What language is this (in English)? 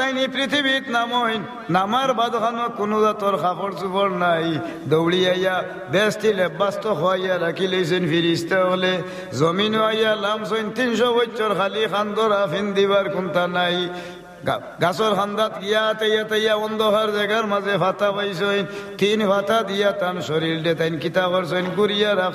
Sylheti